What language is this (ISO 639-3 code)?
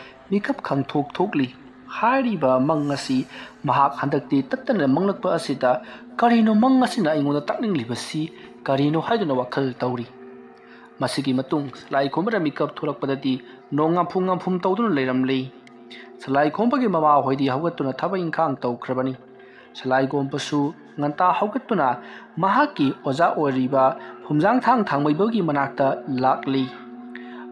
mni